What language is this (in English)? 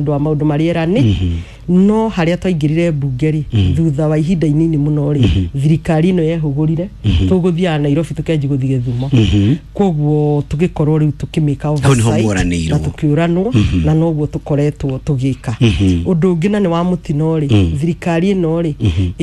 Kikuyu